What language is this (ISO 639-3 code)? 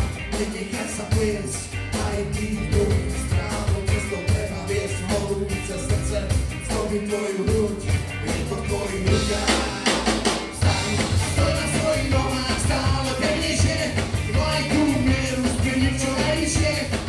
slk